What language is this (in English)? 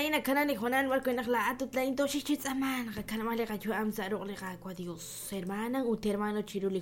Kekchí